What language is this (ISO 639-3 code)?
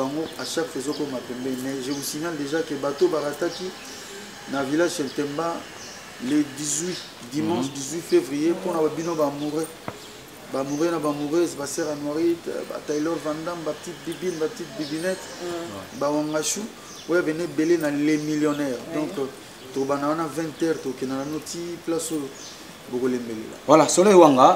lin